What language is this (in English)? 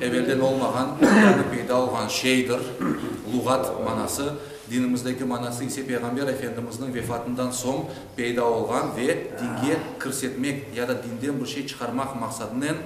Crimean Tatar